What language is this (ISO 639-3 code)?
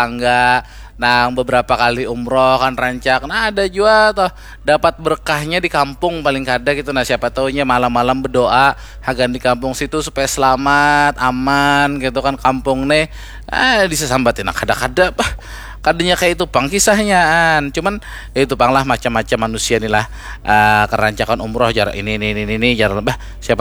bjn